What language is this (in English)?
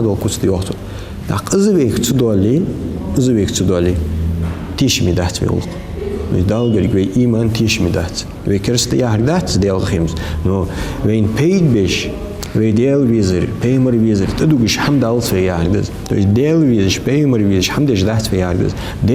Ingush